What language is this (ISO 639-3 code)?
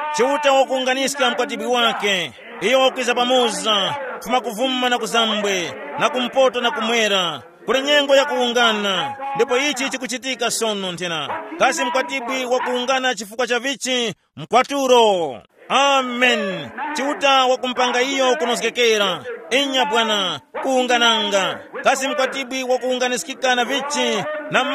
tum